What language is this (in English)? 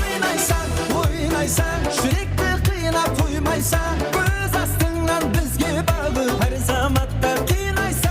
Kara-Kalpak